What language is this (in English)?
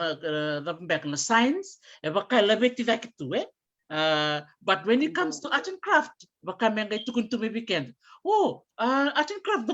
Fijian